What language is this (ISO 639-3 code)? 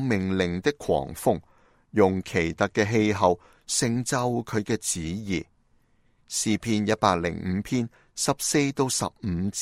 yue